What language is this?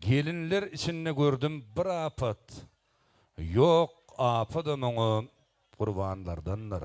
Turkmen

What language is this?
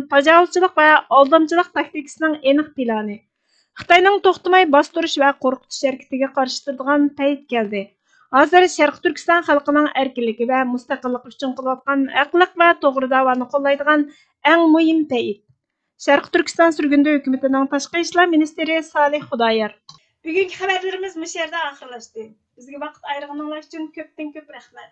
Uyghur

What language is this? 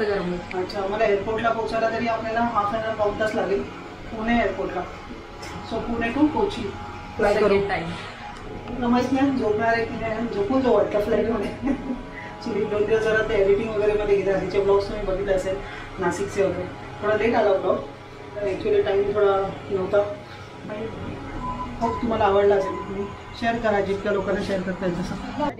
Marathi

